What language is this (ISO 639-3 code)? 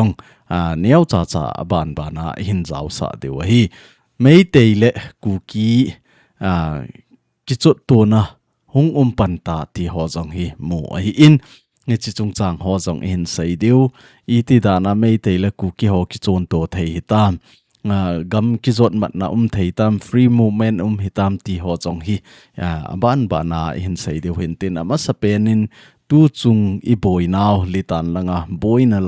tcz